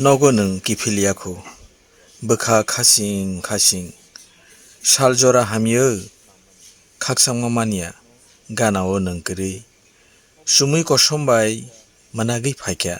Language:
Kok Borok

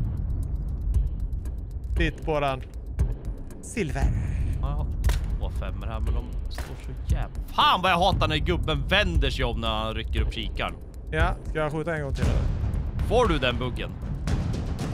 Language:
Swedish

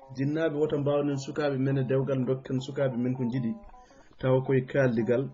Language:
Fula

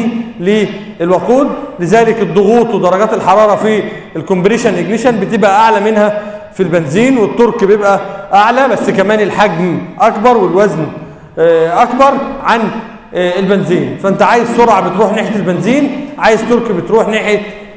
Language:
Egyptian Arabic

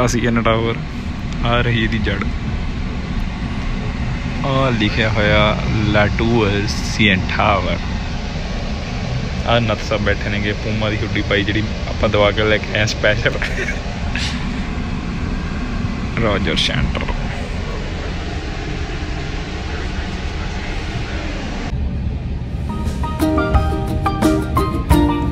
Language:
Punjabi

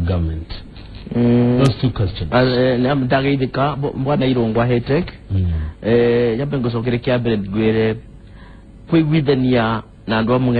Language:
Kikuyu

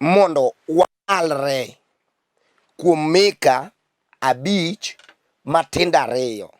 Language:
Luo (Kenya and Tanzania)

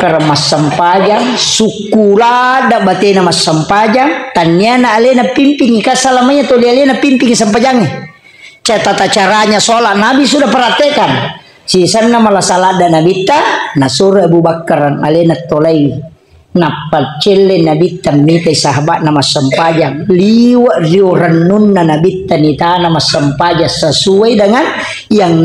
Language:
Buginese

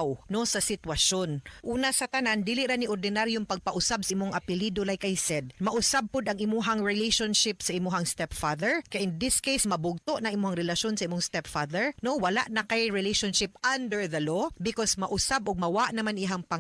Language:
Cebuano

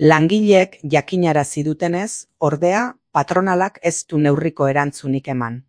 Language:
Basque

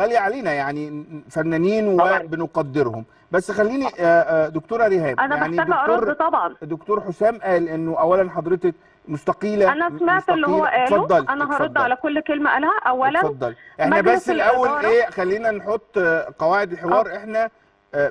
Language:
Egyptian Arabic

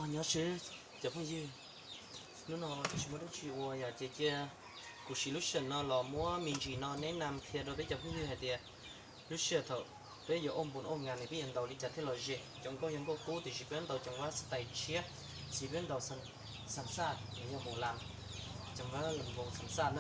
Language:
Hmong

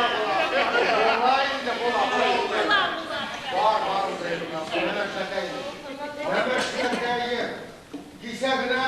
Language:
Bashkir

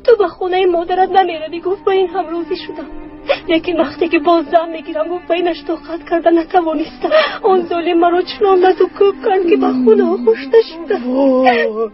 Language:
Tajik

